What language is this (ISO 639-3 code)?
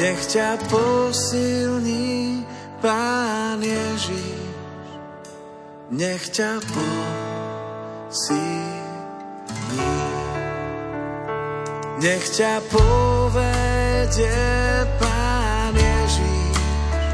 slk